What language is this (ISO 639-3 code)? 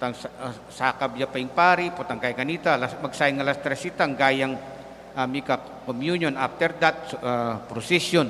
pam